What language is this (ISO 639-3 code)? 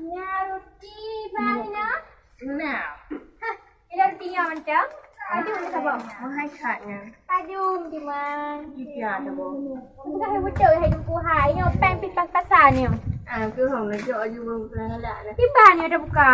ace